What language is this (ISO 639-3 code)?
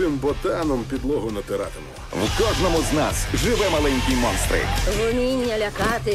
ukr